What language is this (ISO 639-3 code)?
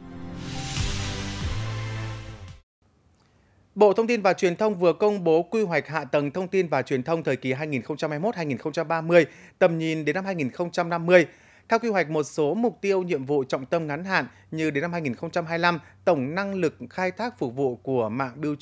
vie